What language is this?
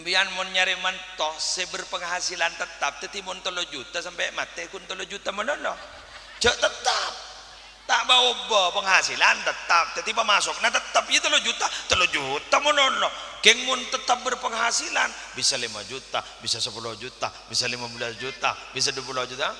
Madurese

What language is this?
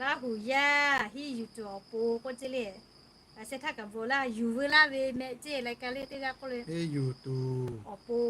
Lahu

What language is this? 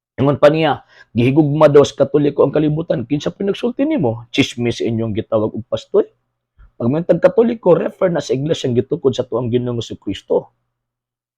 Cebuano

